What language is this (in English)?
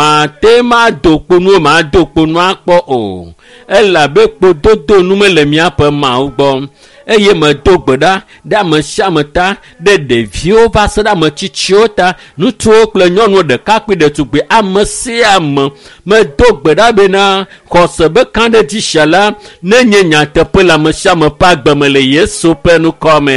Ewe